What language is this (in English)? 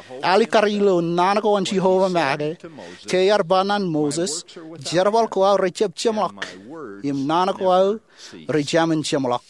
Marshallese